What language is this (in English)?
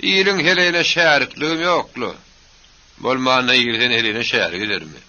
Turkmen